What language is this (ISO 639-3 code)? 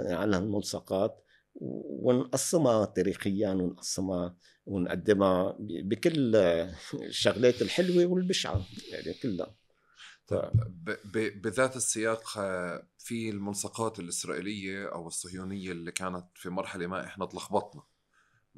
apc